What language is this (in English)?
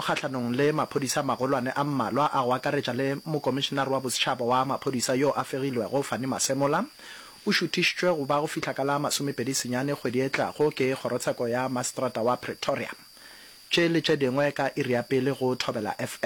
Northern Sotho